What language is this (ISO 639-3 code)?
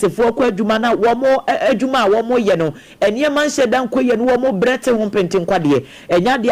aka